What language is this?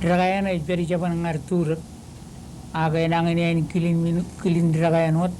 Marshallese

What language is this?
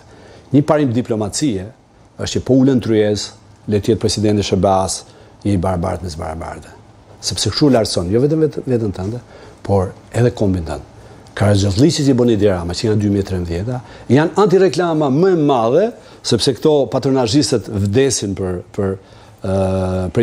Albanian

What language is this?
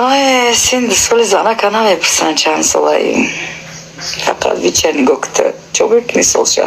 Tajik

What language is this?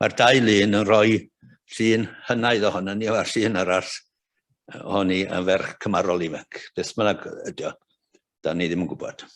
Welsh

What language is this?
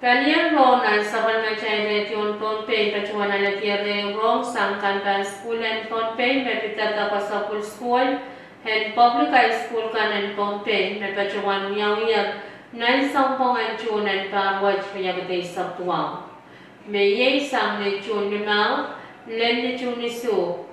Pohnpeian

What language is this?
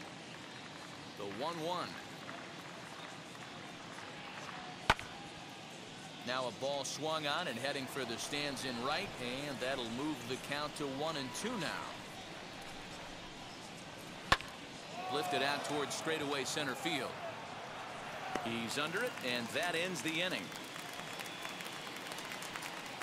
English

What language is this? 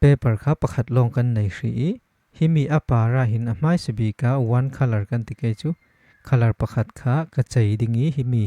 Falam Chin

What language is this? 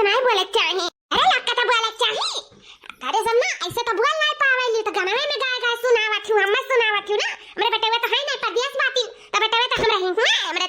Awadhi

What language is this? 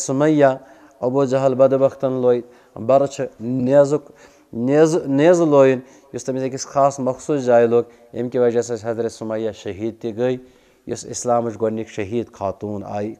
Kashmiri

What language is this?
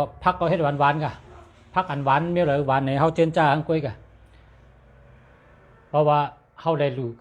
Shan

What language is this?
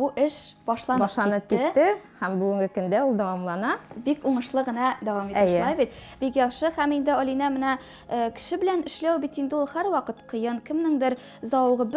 Tatar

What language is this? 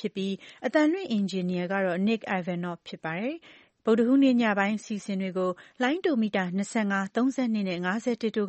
Burmese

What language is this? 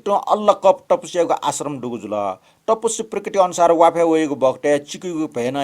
Newari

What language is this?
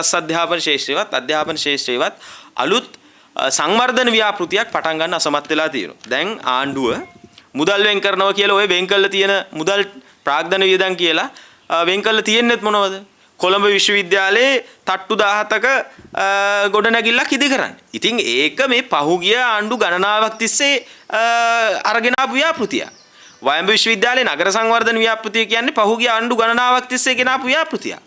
Sinhala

